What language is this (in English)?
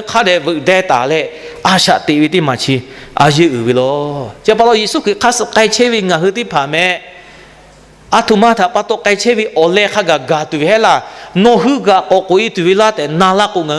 Lahu